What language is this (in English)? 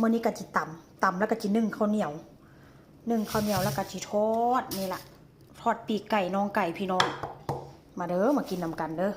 Northeastern Thai